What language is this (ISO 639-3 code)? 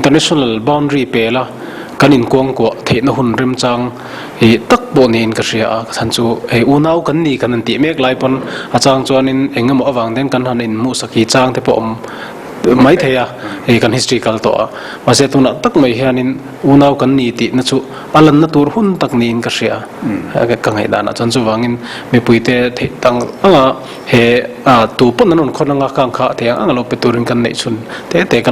lus